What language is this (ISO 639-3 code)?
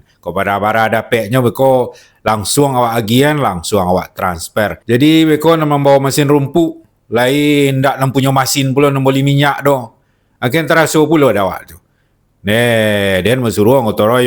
min